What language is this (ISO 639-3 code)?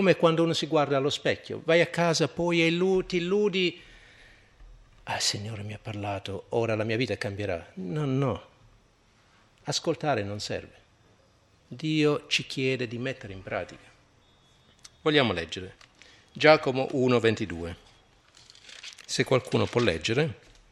ita